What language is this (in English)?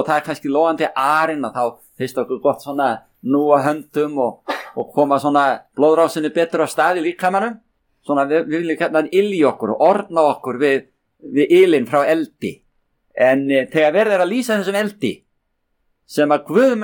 Icelandic